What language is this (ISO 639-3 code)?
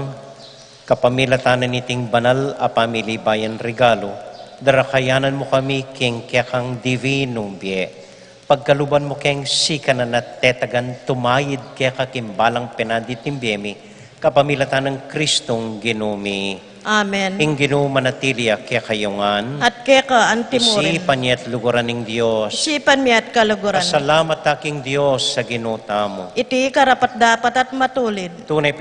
pam